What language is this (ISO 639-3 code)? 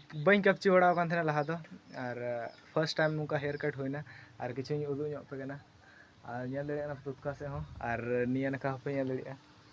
sat